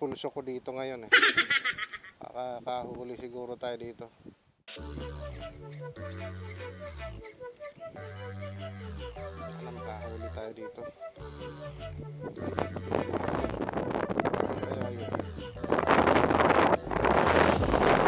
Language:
Filipino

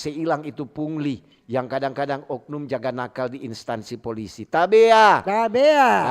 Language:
Manado Malay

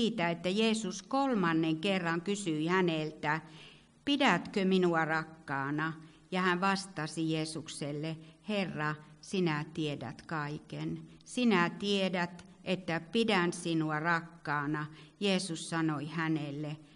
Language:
Finnish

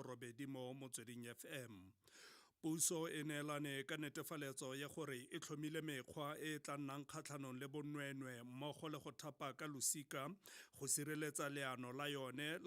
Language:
Tswana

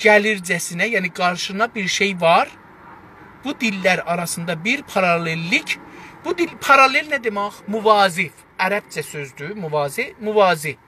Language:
South Azerbaijani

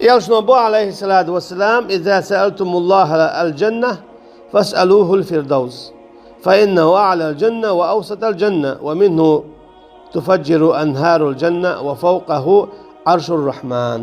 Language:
Chechen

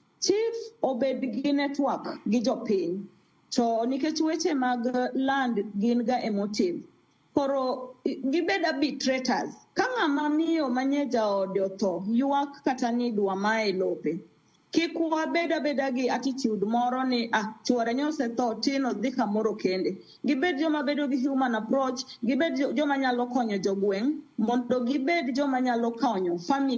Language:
Luo (Kenya and Tanzania)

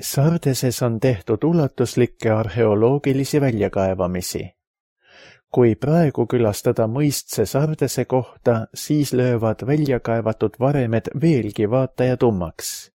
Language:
Estonian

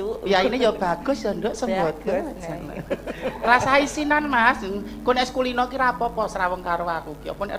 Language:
Javanese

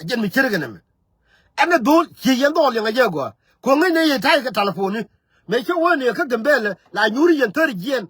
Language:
Nuer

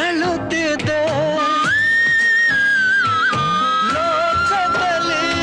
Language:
Kannada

